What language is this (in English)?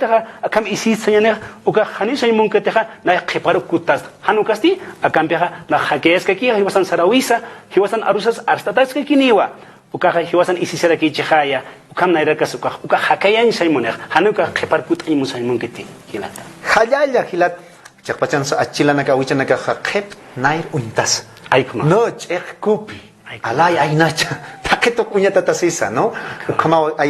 Aymara